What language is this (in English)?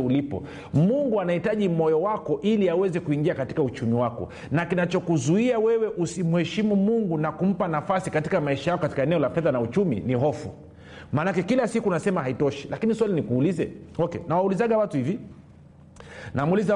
Swahili